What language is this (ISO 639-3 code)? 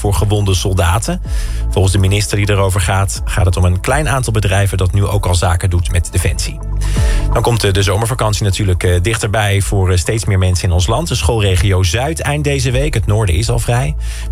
nld